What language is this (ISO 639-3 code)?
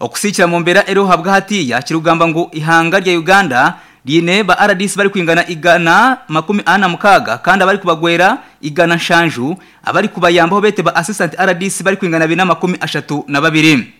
nyn